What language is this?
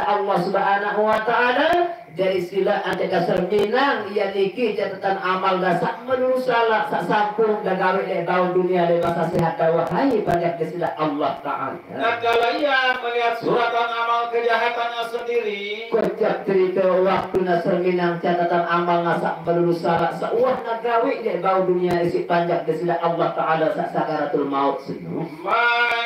Sasak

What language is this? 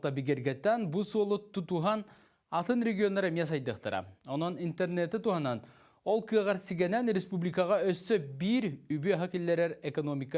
Yakut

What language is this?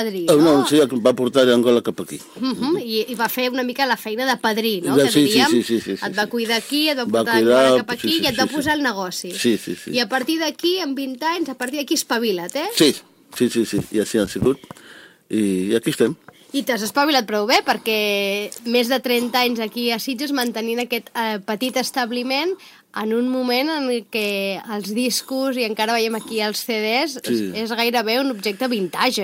Catalan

